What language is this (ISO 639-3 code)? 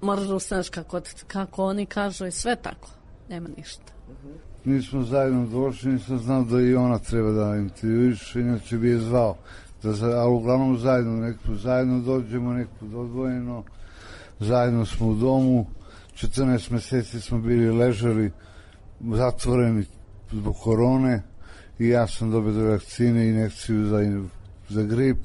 srp